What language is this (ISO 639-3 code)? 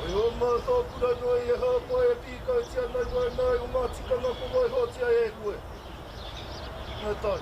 mri